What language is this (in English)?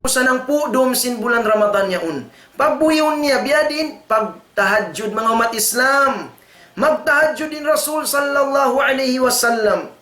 Tausug